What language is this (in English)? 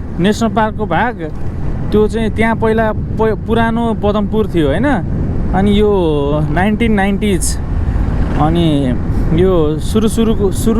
Nepali